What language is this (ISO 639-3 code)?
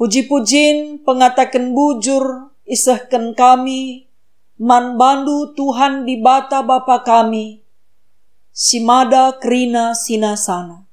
btx